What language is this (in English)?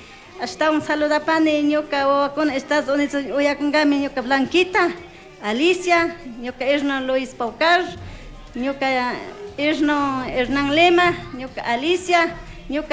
Chimborazo Highland Quichua